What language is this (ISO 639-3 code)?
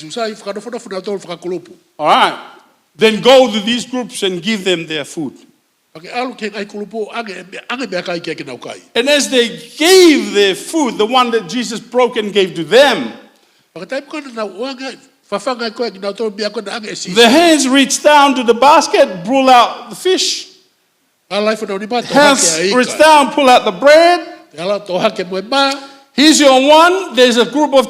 ton